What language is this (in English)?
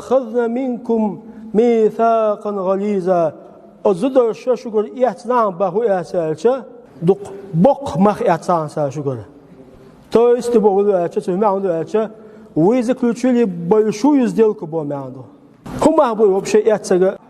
Chechen